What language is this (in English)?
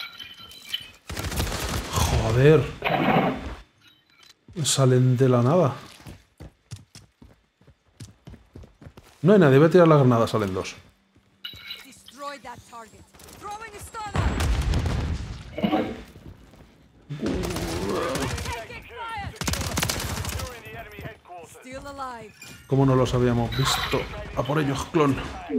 Spanish